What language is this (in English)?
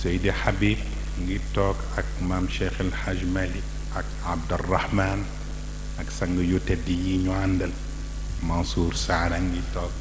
Wolof